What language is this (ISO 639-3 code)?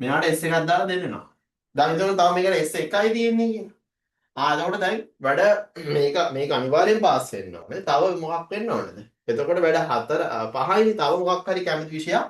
sin